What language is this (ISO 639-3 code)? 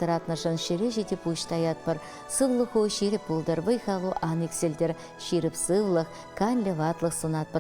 chv